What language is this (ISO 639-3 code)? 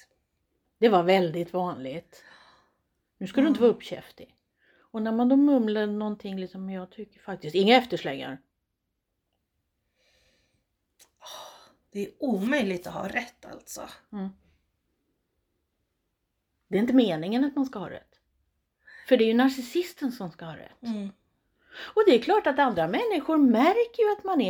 swe